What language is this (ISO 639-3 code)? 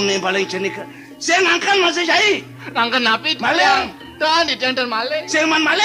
ban